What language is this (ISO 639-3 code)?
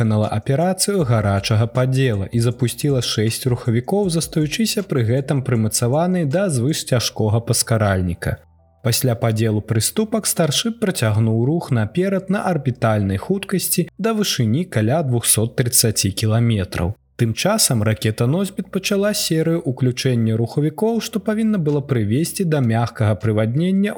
bel